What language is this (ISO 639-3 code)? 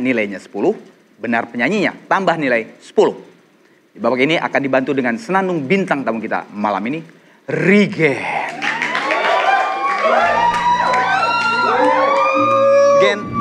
ind